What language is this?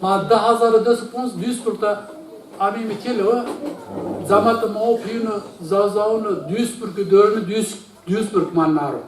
Zaza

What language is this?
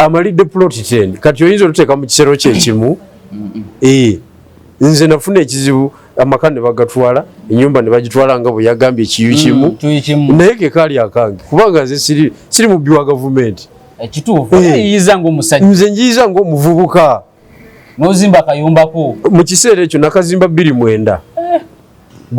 Ganda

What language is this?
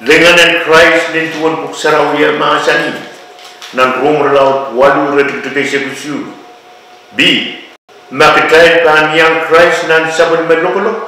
Pohnpeian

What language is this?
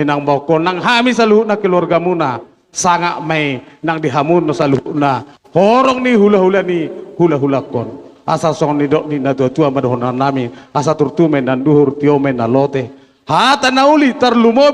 Batak Toba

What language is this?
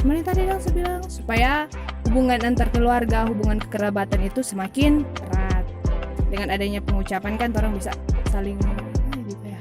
Manado Malay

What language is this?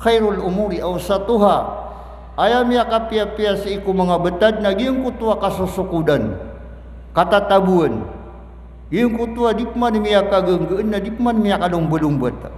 Maranao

